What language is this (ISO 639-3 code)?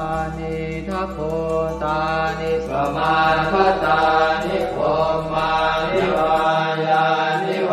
pli